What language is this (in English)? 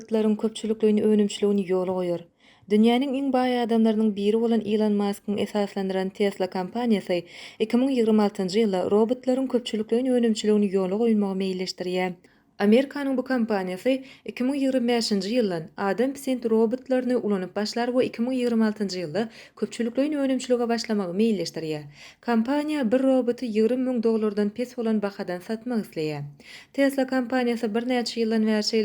Turkmen